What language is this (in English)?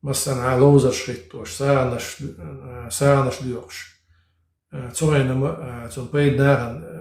Chechen